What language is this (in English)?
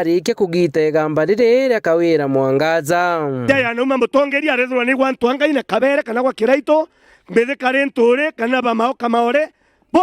Meru